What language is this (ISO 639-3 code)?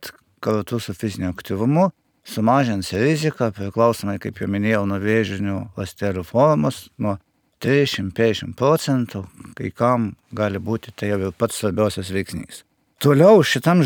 lit